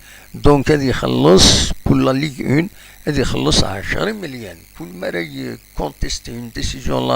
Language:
Kabyle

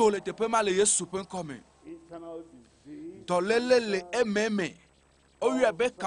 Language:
Ewe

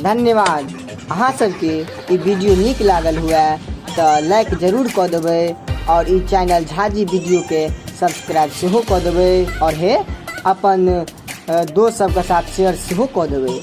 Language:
Maithili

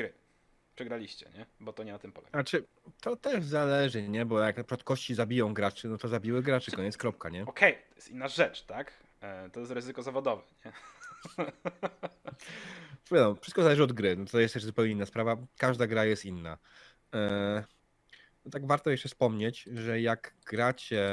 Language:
Polish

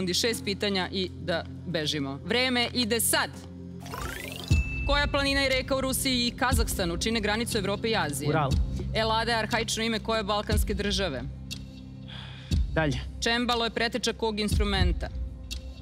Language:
Serbian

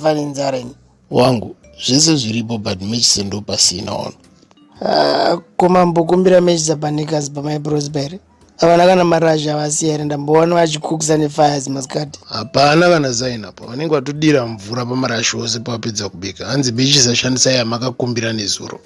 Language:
Shona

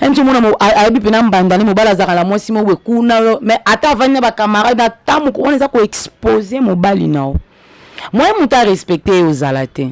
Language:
Lingala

